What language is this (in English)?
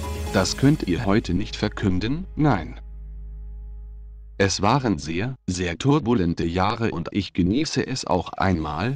German